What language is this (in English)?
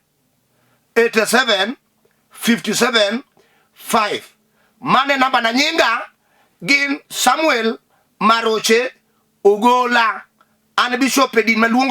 Luo (Kenya and Tanzania)